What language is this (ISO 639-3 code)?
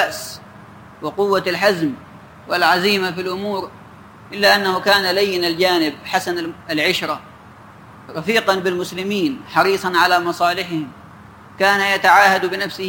ara